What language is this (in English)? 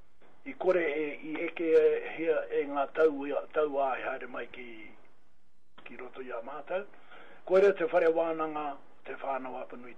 Māori